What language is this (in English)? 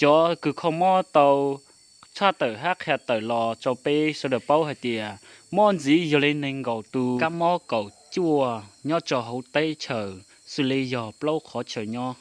Hmong